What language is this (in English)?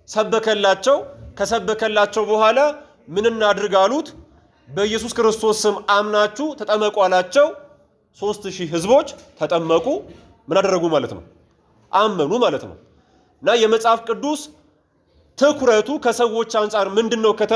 Amharic